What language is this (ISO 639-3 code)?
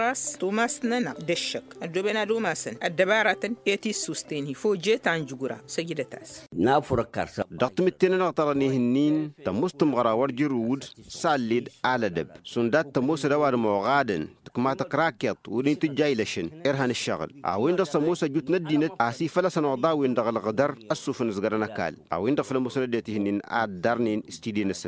taq